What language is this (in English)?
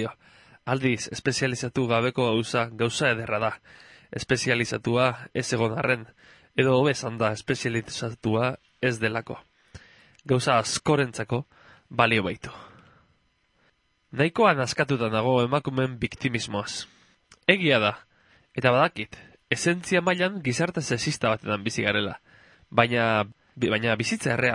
Basque